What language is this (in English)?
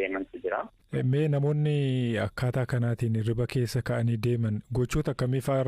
Oromo